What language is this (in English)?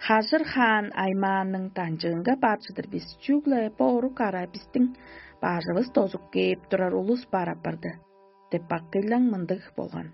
Tuvinian